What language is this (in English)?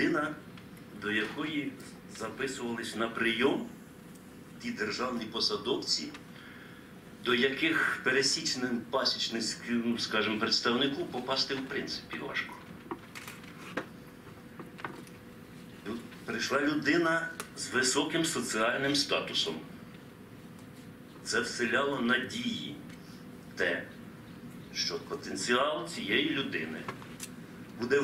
Ukrainian